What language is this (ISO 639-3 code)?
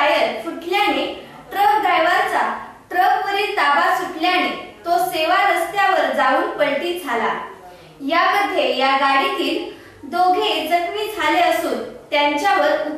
mar